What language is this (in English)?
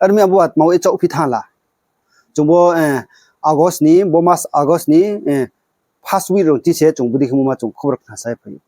Riang (India)